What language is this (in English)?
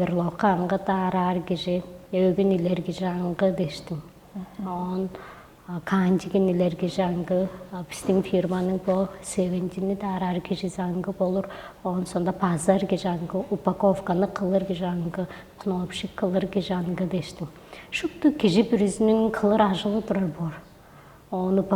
Tuvinian